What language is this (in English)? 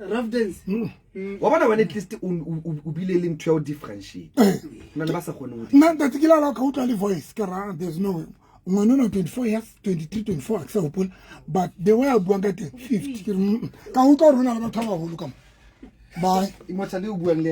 Southern Sotho